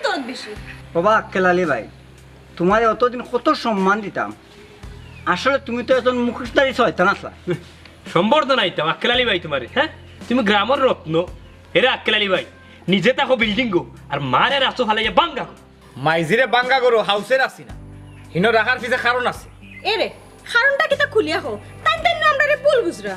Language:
Sylheti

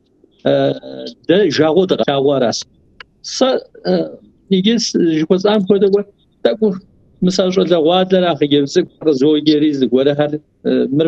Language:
Kabardian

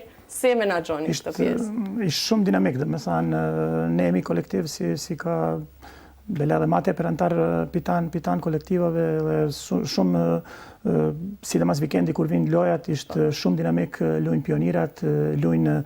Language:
Albanian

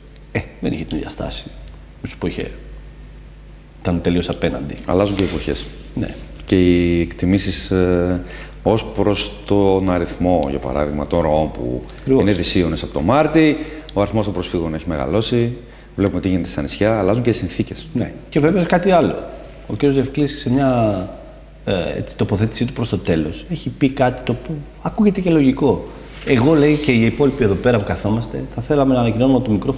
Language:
Greek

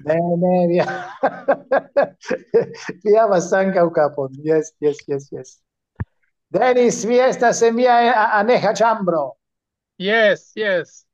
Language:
Esperanto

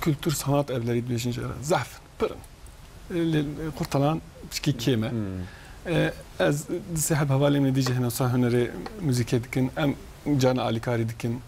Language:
Kurdish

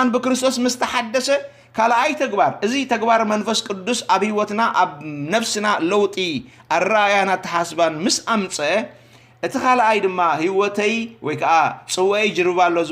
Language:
Tigrinya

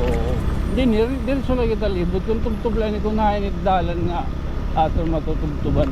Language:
Waray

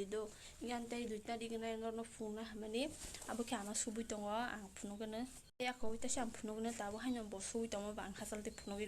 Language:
Kok Borok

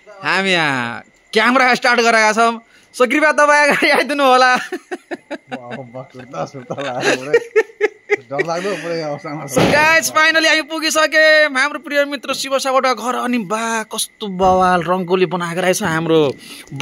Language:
Nepali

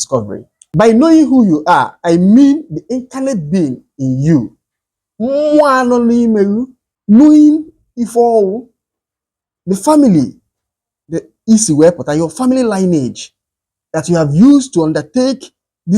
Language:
Igbo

